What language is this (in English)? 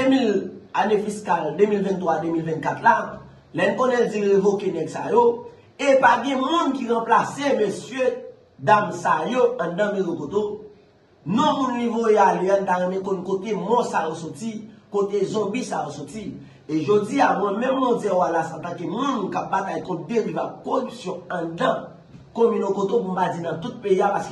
Haitian Creole